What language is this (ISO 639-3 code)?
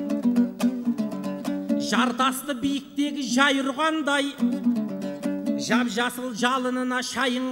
kaz